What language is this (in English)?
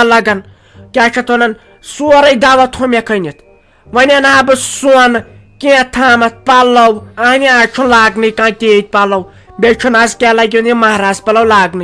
Kashmiri